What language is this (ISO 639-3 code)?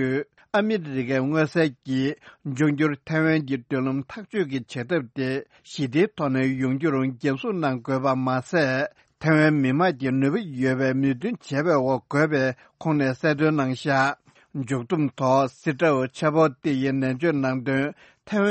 bod